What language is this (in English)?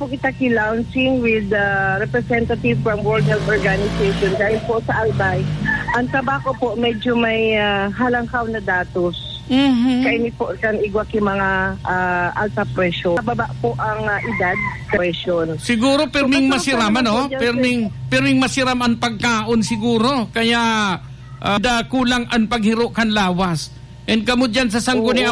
Bikol